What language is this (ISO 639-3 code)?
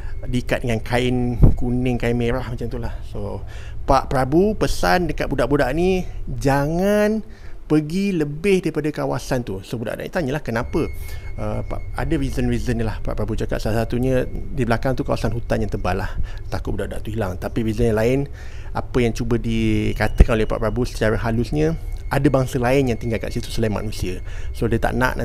msa